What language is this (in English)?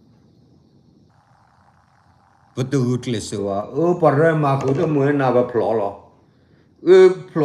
S'gaw Karen